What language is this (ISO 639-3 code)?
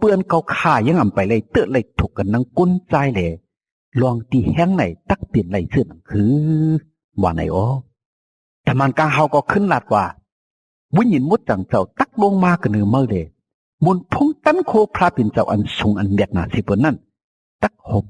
shn